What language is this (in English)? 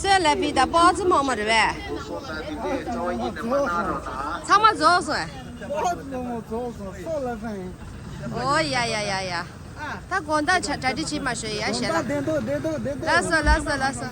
Tibetan